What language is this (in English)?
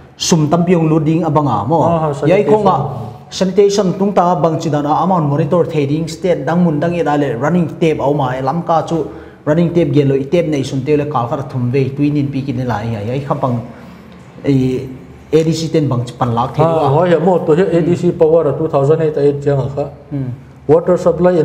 Paite Chin